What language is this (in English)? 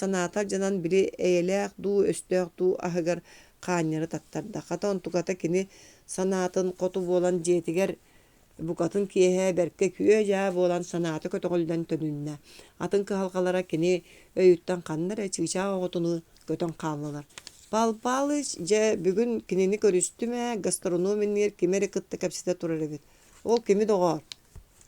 Yakut